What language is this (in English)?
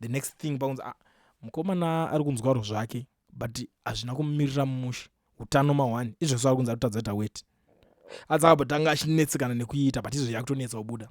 Shona